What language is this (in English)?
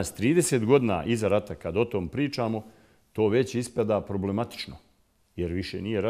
Bosnian